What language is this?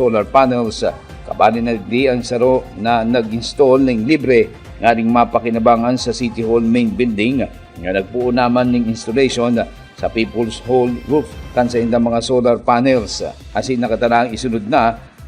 Bikol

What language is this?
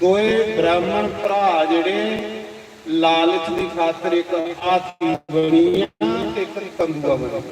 Dogri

